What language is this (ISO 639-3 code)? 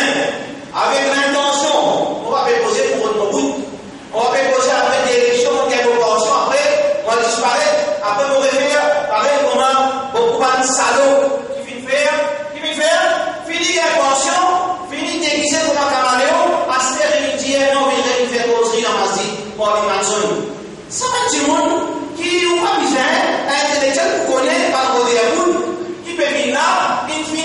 mfe